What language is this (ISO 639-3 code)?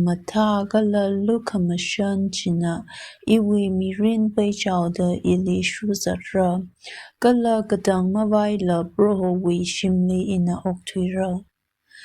nmf